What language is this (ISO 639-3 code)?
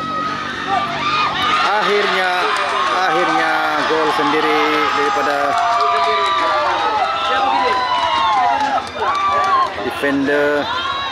msa